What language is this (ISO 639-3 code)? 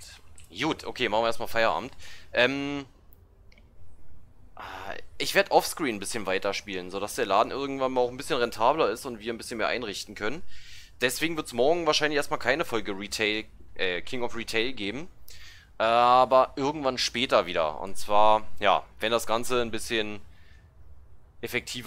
deu